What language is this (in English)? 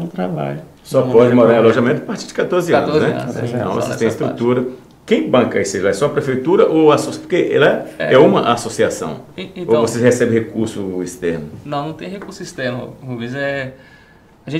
Portuguese